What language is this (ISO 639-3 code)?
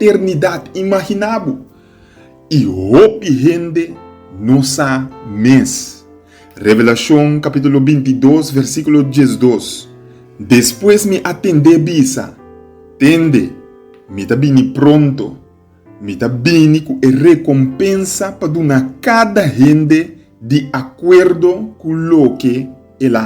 pap